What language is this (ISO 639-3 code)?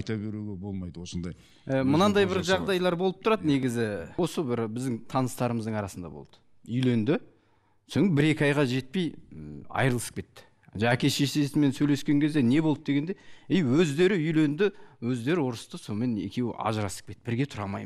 kaz